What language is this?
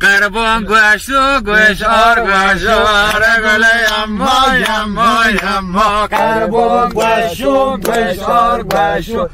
Zaza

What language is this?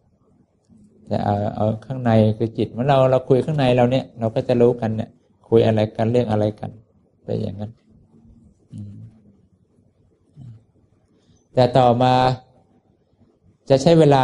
Thai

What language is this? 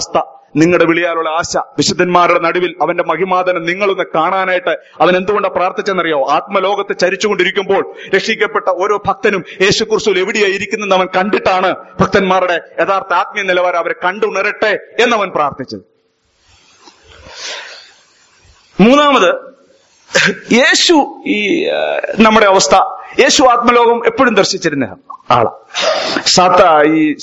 Malayalam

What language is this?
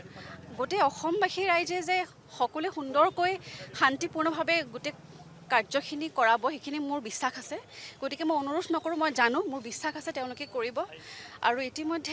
Assamese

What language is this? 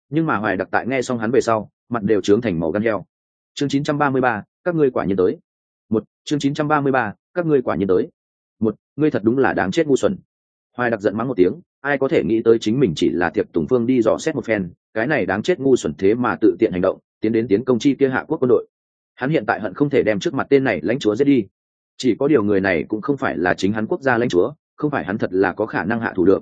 Vietnamese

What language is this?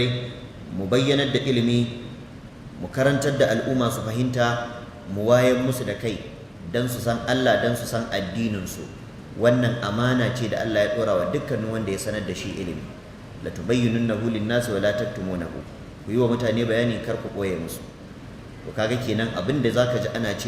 Hausa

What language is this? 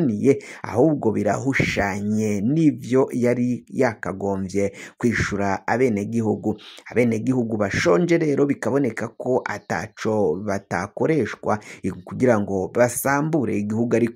Rundi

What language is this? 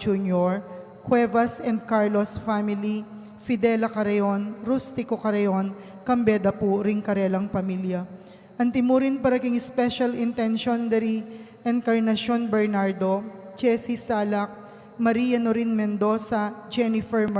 Pampanga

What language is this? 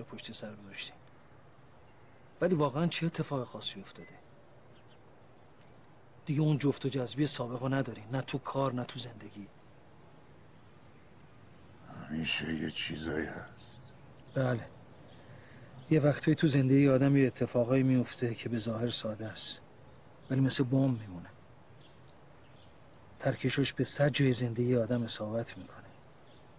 Persian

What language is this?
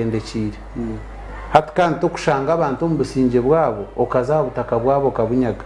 Nyankole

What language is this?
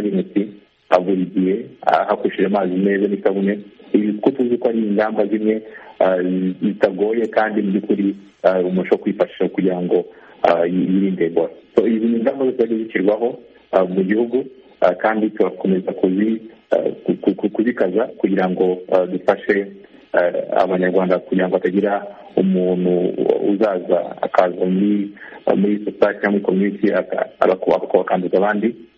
Kinyarwanda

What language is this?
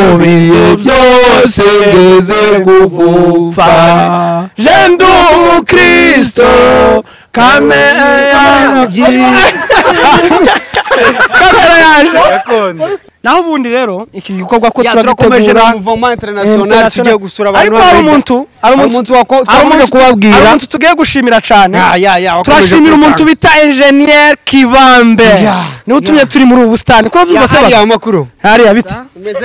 Kinyarwanda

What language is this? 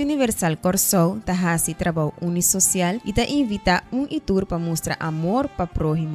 Papiamento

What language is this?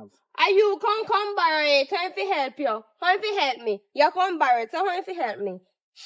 Jamaican Creole English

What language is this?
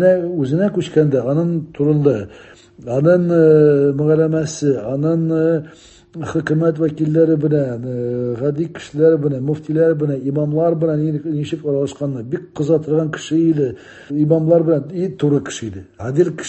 Tatar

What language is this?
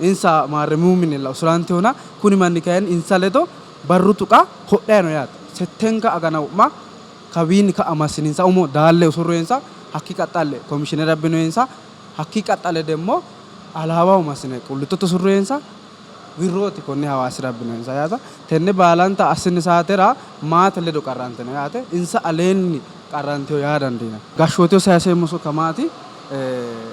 Sidamo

